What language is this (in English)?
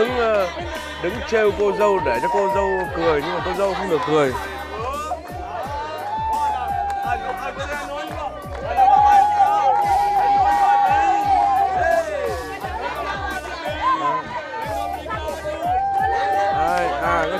Vietnamese